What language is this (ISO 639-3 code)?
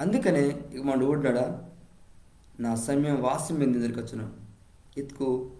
kff